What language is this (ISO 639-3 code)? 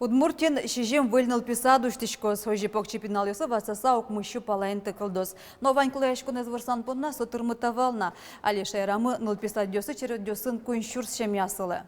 udm